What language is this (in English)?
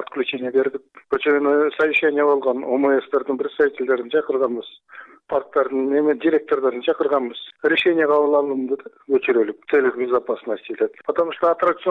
Kyrgyz